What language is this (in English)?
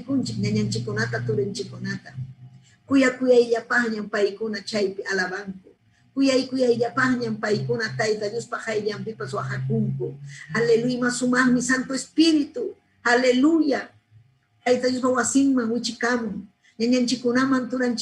Ayacucho Quechua